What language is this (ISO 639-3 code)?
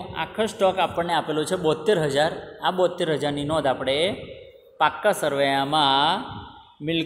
guj